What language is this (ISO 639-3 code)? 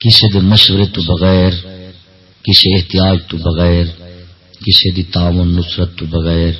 skr